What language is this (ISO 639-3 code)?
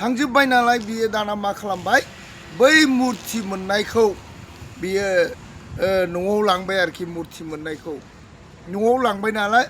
brx